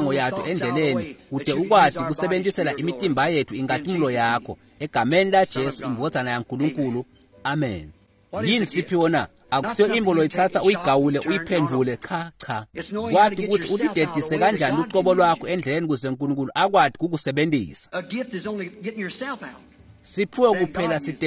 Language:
Swati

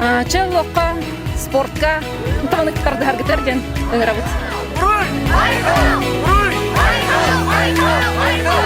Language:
Yakut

